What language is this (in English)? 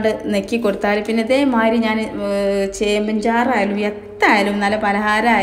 Malayalam